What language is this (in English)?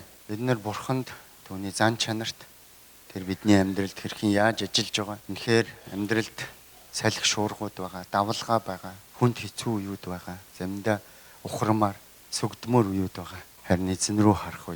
Mongolian